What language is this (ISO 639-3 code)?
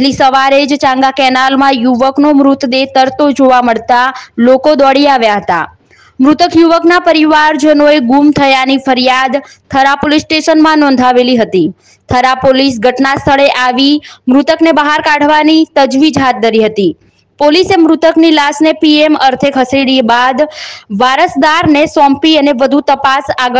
guj